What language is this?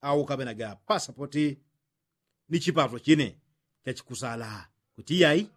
Yao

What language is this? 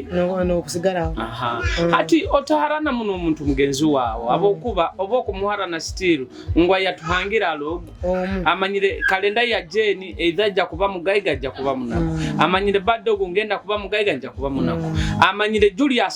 Nyoro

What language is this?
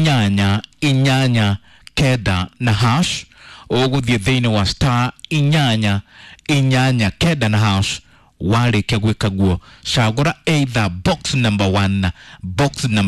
Kikuyu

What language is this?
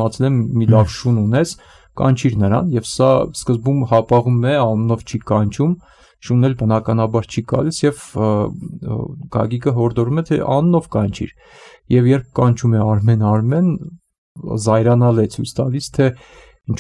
Armenian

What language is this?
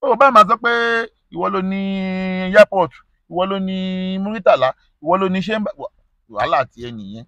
Yoruba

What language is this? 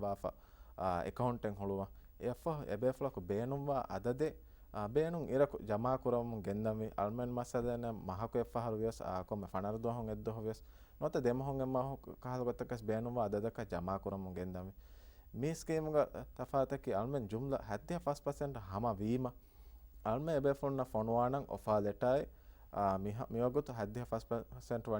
Divehi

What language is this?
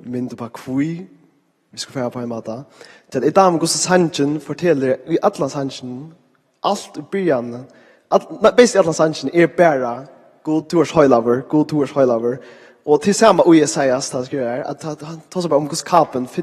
Faroese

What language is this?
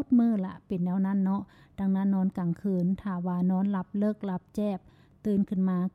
Lao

